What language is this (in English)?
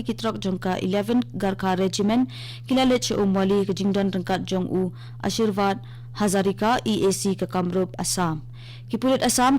Khasi